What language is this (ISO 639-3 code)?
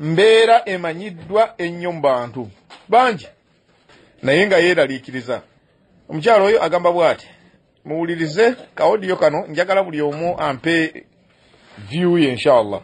lug